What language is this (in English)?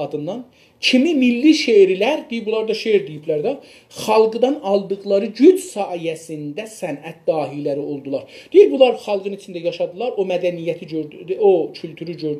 South Azerbaijani